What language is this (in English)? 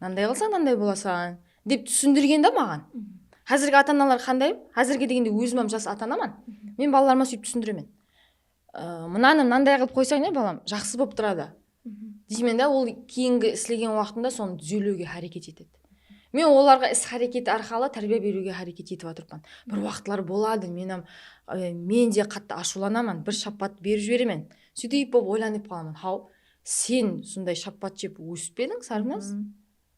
Kara-Kalpak